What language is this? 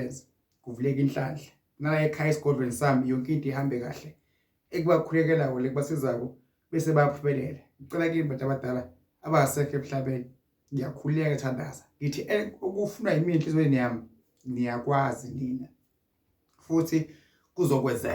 Zulu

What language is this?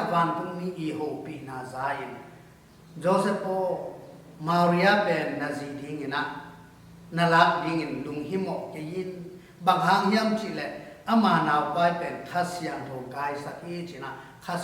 Tedim Chin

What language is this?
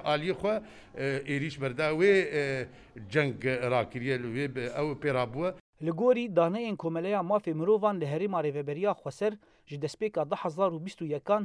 Kurdish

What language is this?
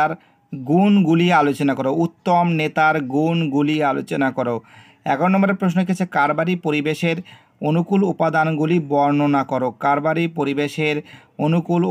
Bangla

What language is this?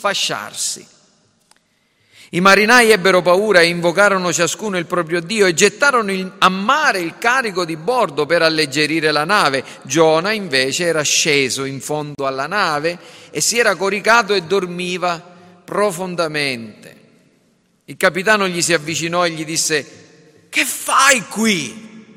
Italian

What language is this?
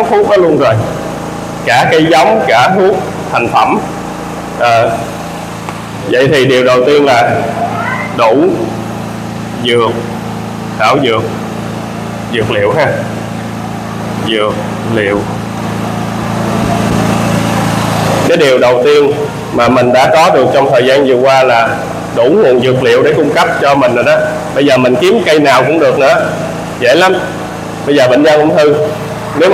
Vietnamese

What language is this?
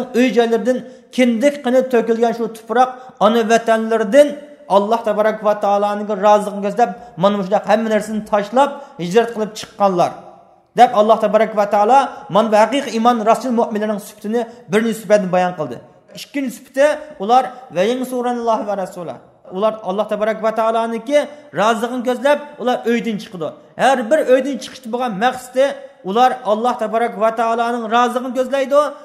Uyghur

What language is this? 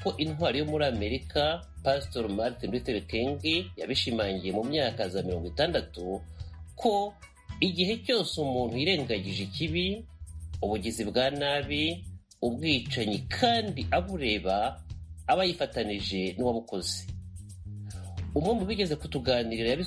Kinyarwanda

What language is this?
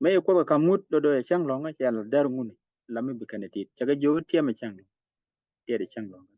Nuer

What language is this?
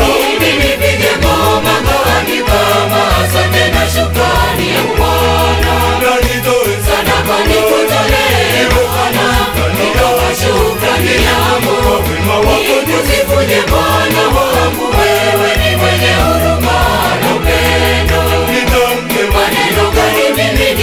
Swahili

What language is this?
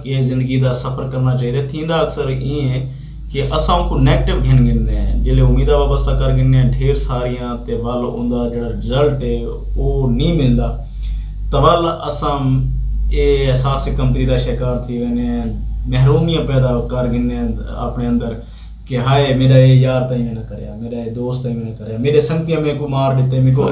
Saraiki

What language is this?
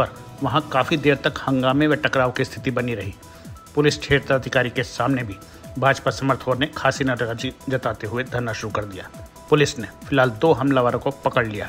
Hindi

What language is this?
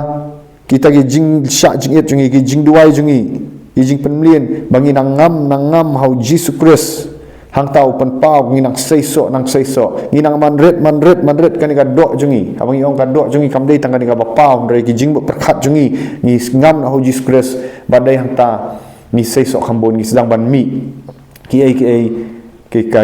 Khasi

